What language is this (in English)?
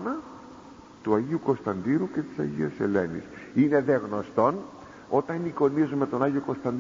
Greek